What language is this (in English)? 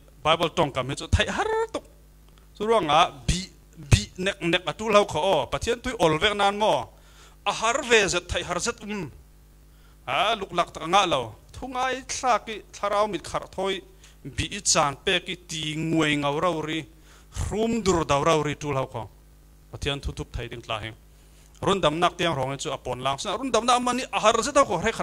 Falam Chin